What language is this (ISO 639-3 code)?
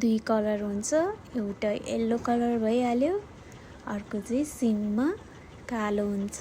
nep